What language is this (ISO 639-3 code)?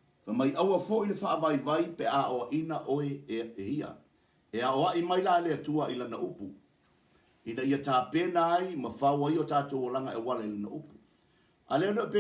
smo